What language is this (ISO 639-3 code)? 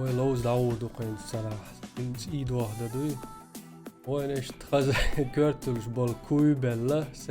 che